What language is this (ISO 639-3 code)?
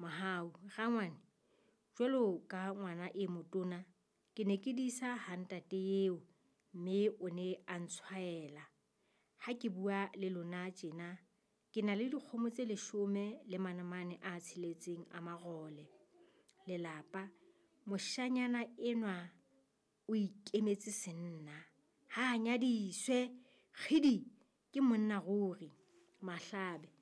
sot